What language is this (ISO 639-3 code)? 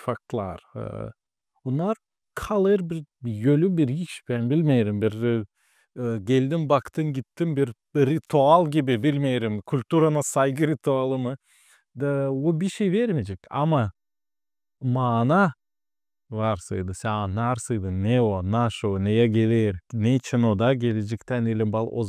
gag